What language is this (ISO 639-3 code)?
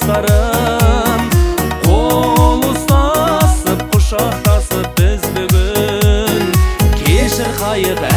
kaz